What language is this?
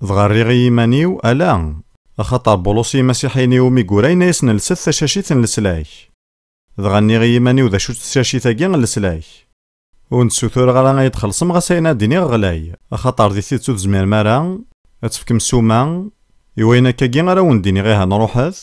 Kabyle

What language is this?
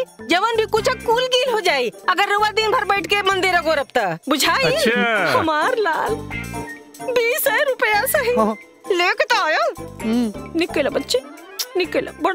Bhojpuri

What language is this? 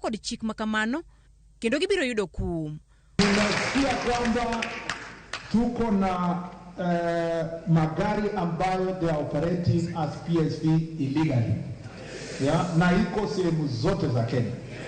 Luo (Kenya and Tanzania)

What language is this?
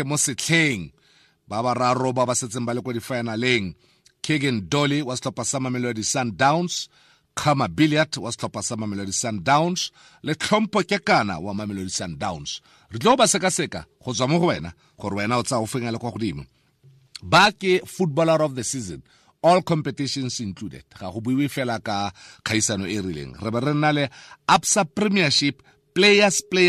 Tswana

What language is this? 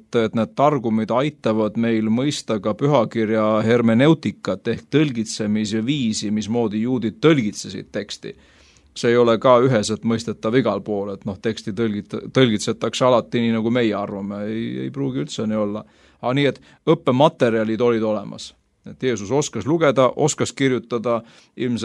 Estonian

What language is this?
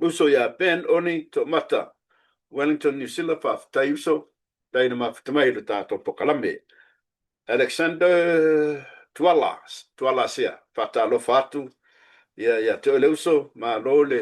Samoan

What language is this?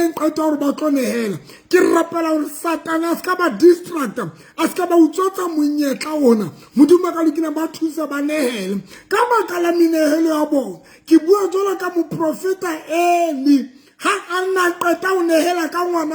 Southern Sotho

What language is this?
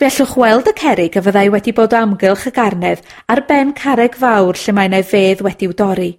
Welsh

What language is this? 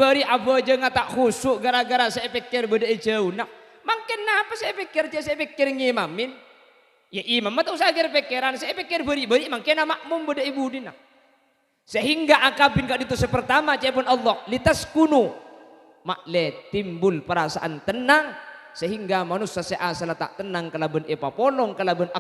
Madurese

